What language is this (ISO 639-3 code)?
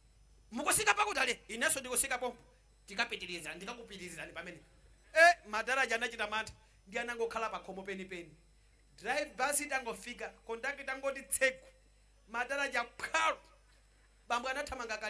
nya